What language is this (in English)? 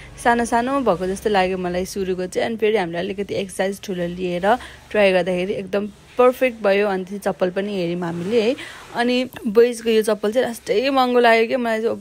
Nepali